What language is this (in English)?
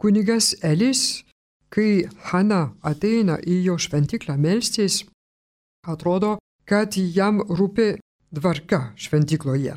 Lithuanian